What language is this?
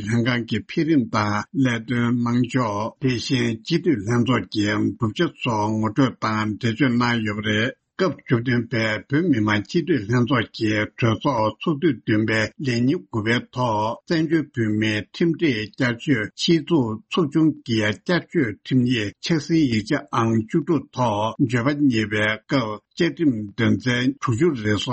Tibetan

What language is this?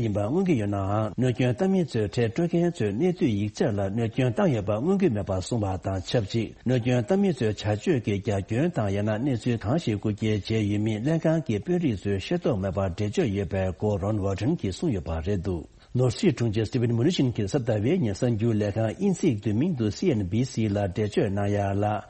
Tibetan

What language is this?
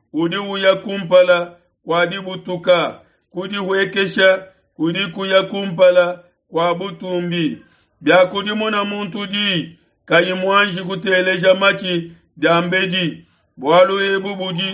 Luba-Lulua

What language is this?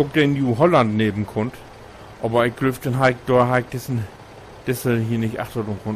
Low German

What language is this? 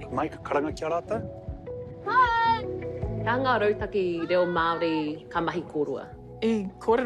Māori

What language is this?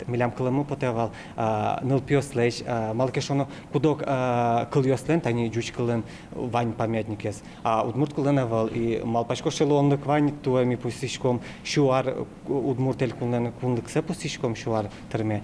Udmurt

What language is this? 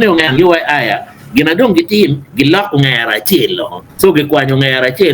Acoli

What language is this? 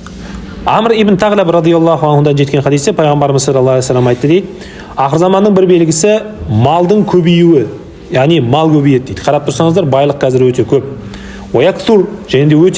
Kazakh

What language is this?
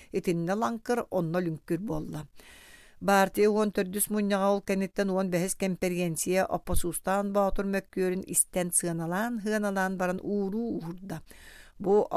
Yakut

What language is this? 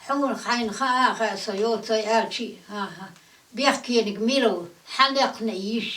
Chechen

